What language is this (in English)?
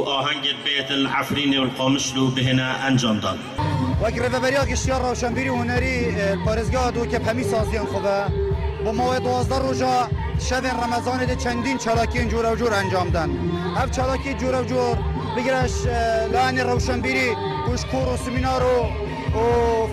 Kurdish